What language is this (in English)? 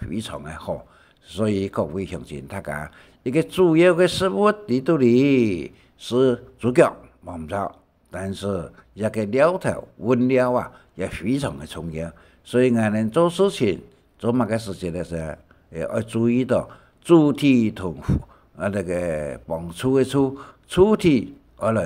Hakka Chinese